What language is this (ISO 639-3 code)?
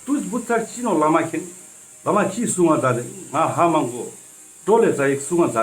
lbj